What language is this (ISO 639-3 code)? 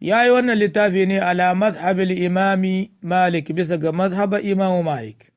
hau